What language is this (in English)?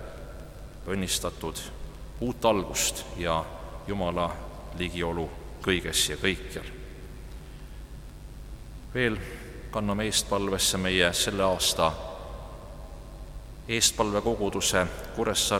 Estonian